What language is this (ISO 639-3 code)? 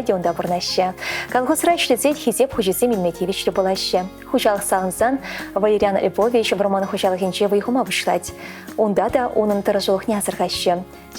chv